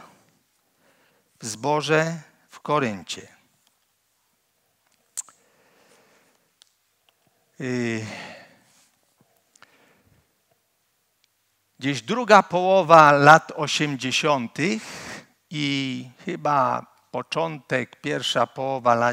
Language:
Polish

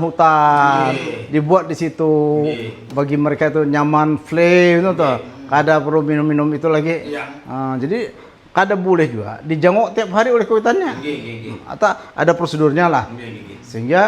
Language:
Banjar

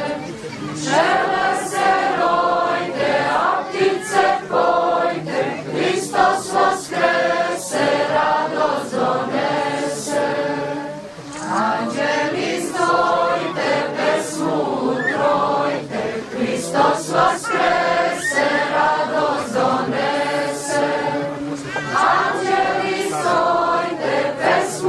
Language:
Serbian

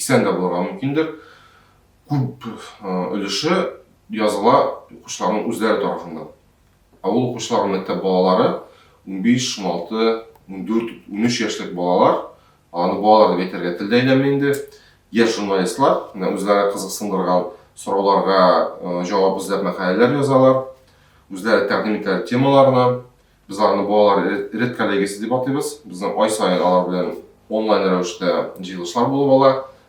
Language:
Tatar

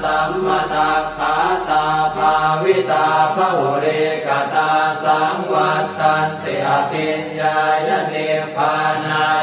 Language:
Pali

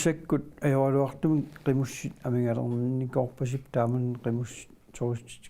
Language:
Kalaallisut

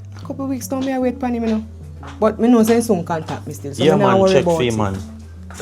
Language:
Jamaican Creole English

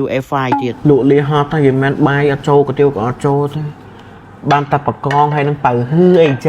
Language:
Khmer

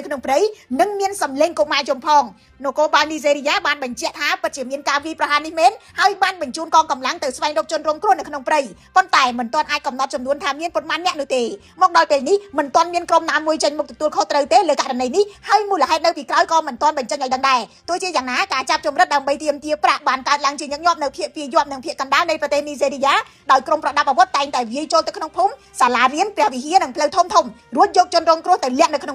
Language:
Khmer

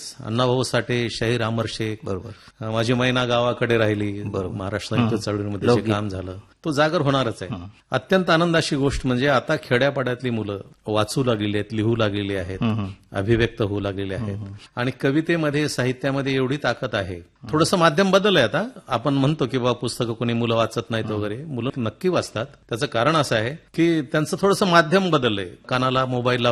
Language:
Marathi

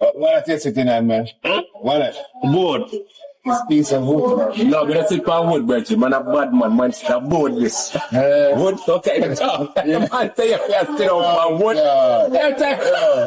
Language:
Jamaican Creole English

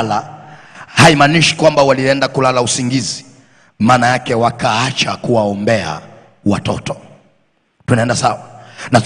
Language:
Swahili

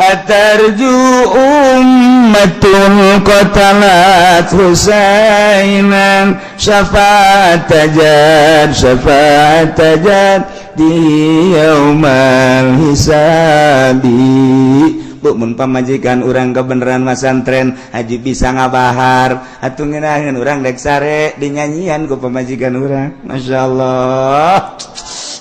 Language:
Sundanese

